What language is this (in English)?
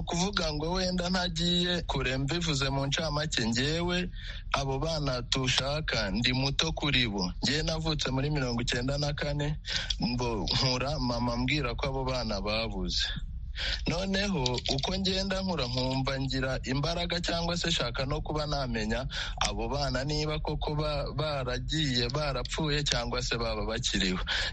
Kinyarwanda